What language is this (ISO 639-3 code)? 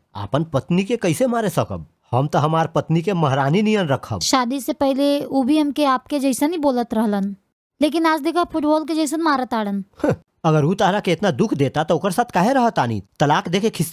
bho